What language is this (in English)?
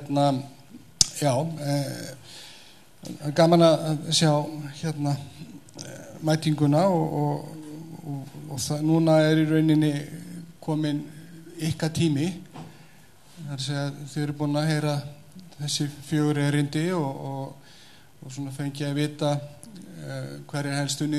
Icelandic